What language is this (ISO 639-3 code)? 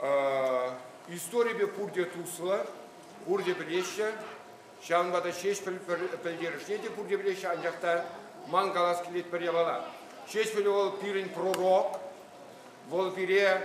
chv